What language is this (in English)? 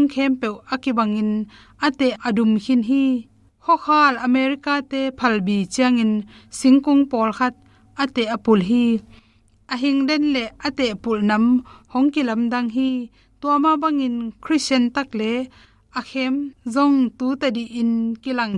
Tedim Chin